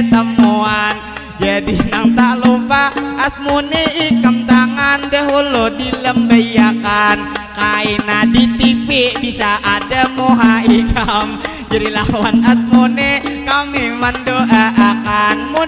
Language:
Banjar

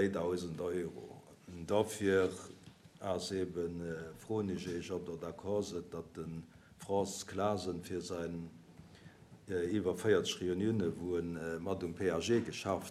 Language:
Luxembourgish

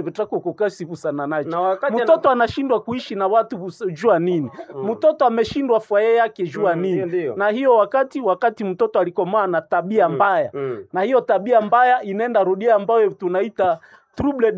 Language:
Swahili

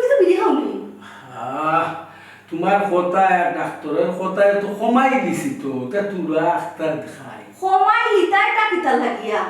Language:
Sylheti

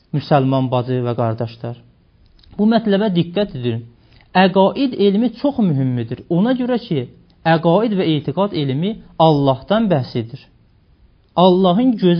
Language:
Azerbaijani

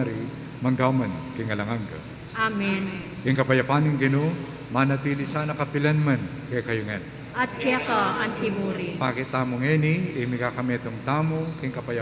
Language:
Pampanga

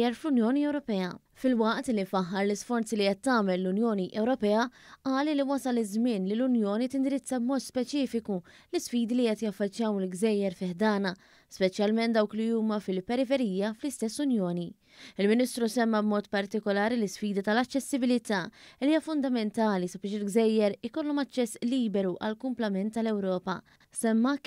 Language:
Maltese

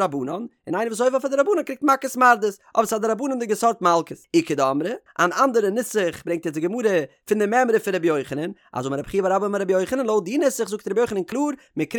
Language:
Yiddish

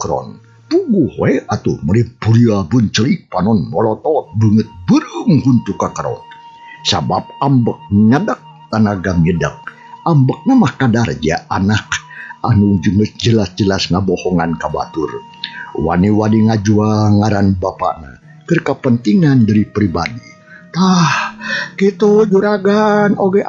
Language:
Sundanese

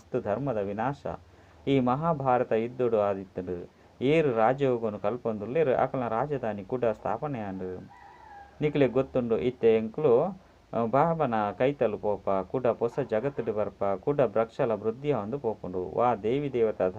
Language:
Tulu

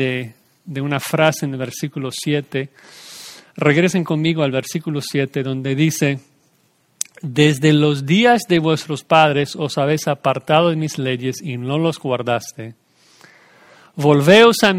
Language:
Spanish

